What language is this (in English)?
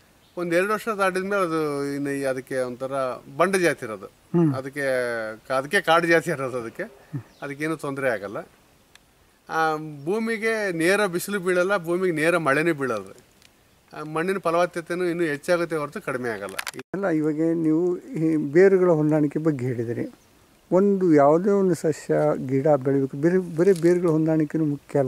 Kannada